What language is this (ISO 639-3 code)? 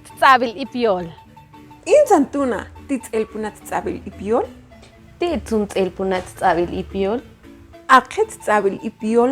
mam